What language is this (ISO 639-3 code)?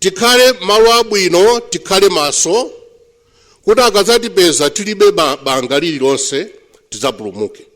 nya